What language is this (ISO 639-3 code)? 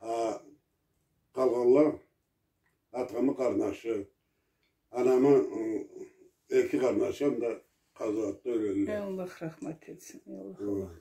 krc